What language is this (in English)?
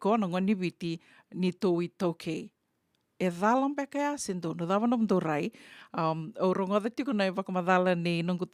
Fijian